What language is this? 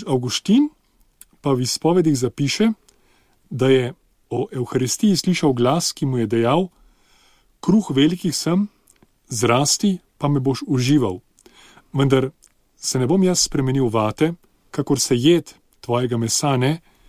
Slovenian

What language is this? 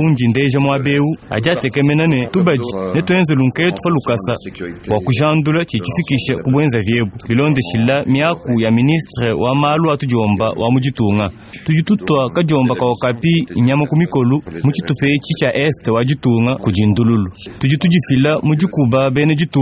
Luba-Lulua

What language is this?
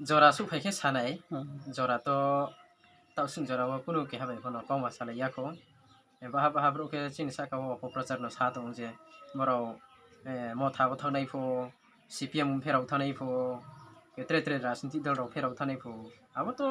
Riang (India)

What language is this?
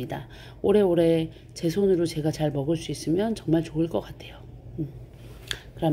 Korean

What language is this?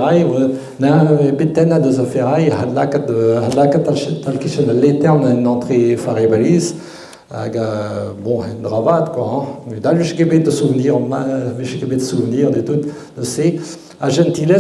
Breton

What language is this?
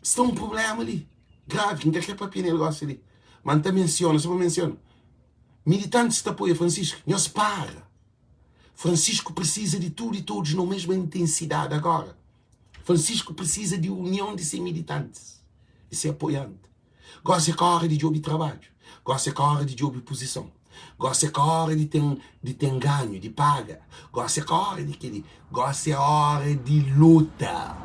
Kabuverdianu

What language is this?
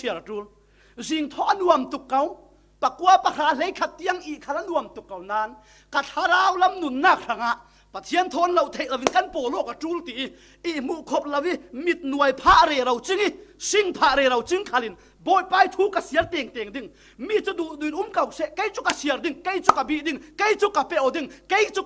Falam Chin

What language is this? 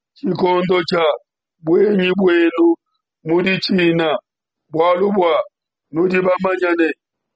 Luba-Lulua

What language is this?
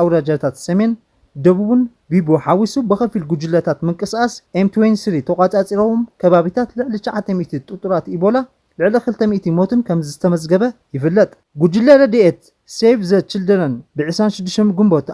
Tigrinya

